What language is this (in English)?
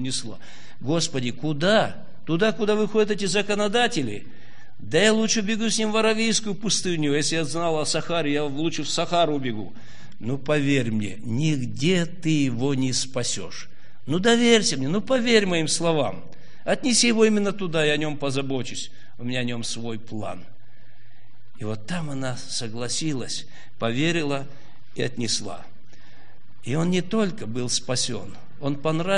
Russian